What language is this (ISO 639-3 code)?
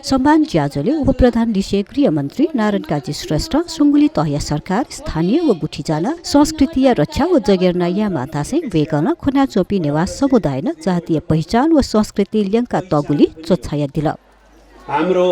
new